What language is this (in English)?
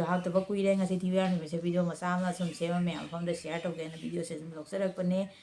Manipuri